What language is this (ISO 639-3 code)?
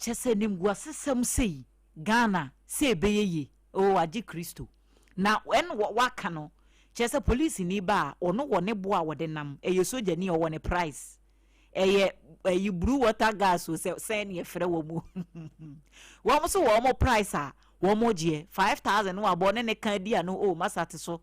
aka